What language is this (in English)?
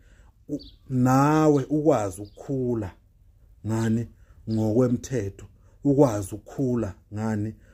Zulu